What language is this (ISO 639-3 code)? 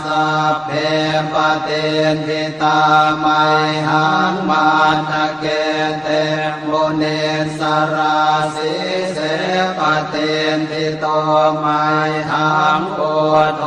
pli